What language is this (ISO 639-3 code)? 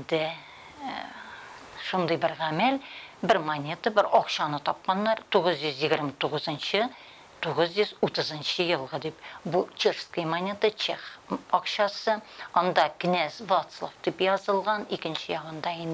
tat